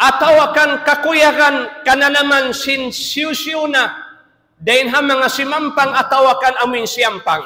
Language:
Tausug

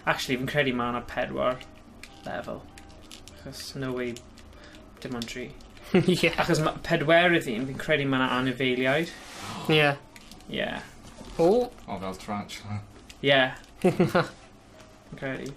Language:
Welsh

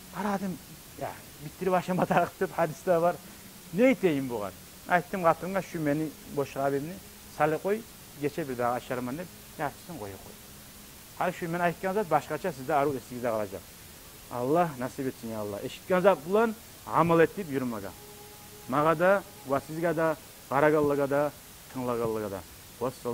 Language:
Kumyk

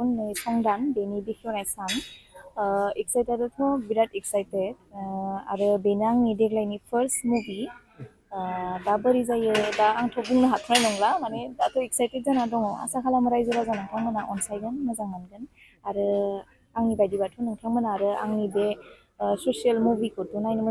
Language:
Bodo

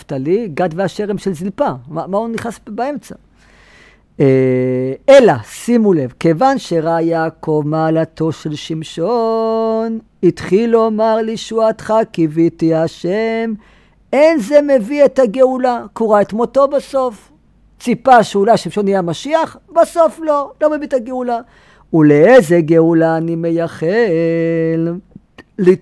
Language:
Hebrew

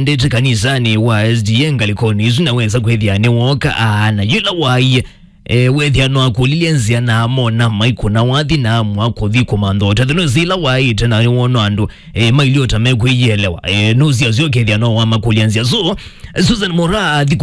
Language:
Kamba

